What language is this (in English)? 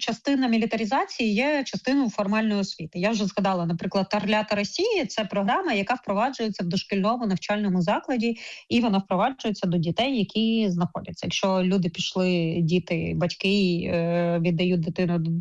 Ukrainian